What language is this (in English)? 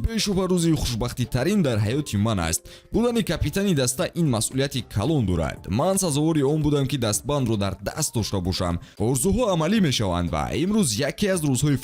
Tajik